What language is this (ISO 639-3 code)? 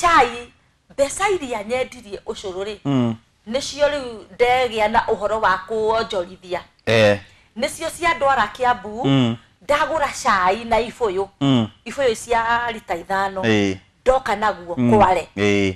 kik